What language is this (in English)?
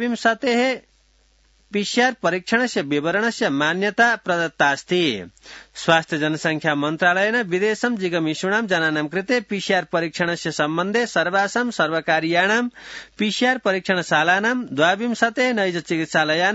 Sanskrit